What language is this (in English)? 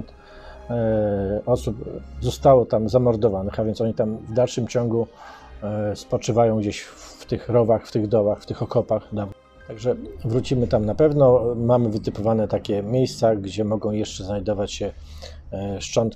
Polish